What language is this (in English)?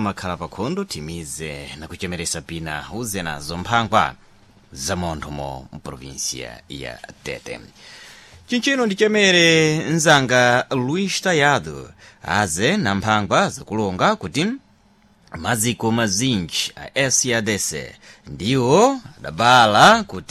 Sena